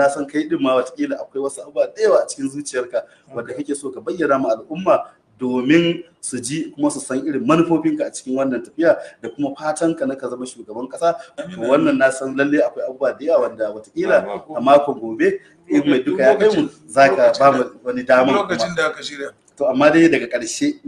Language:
Hausa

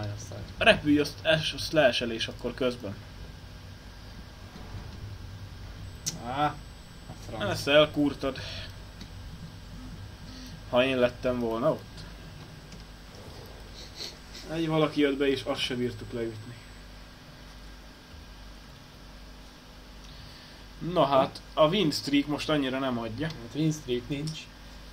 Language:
Hungarian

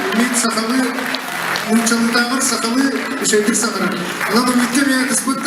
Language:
Yakut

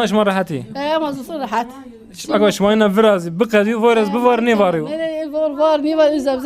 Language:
Zaza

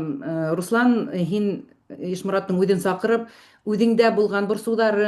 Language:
Bashkir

